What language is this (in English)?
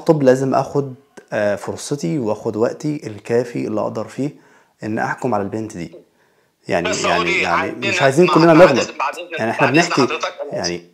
Egyptian Arabic